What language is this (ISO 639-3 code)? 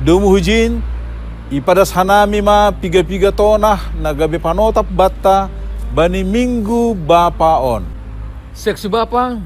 bts